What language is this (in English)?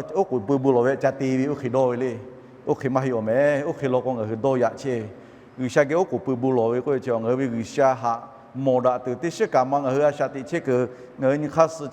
Lahu